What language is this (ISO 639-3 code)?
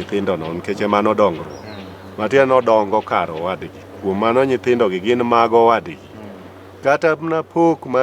luo